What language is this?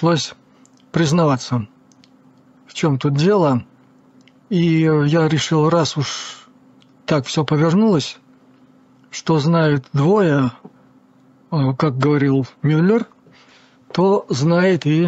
Russian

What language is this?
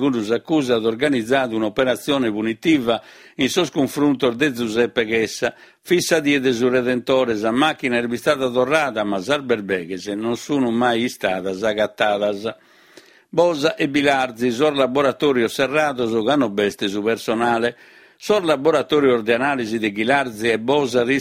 Sardinian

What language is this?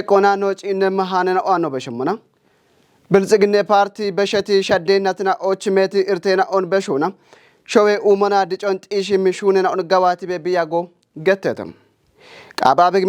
Kafa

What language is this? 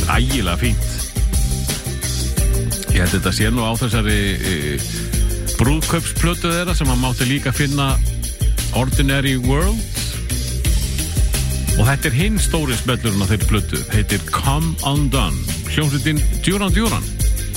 Icelandic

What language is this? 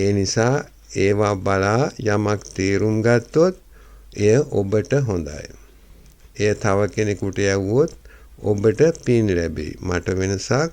Sinhala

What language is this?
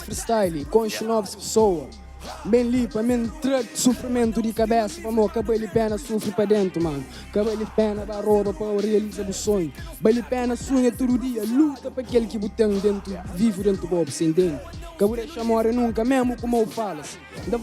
Kabuverdianu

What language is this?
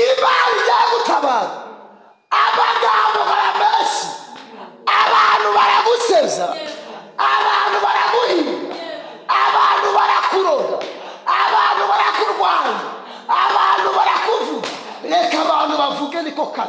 Kinyarwanda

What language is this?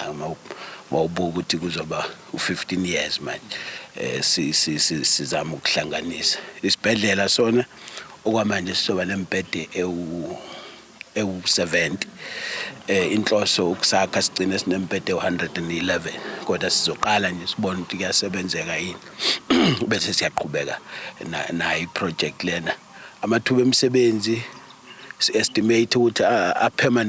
Zulu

